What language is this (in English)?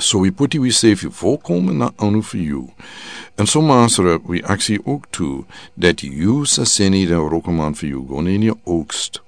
Sranan Tongo